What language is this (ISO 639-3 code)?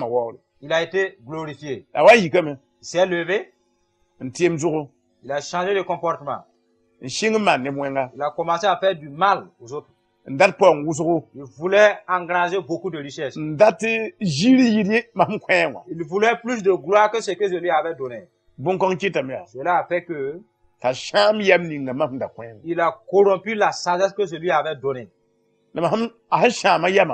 mos